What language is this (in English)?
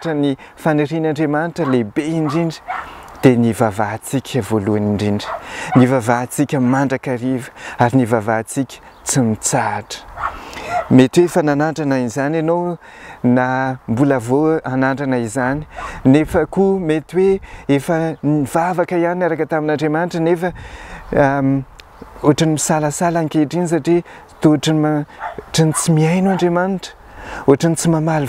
Malagasy